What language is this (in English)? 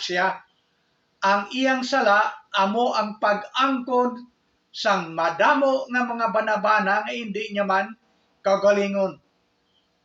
Hiligaynon